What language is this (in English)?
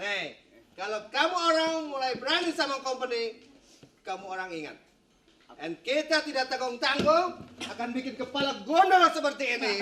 Betawi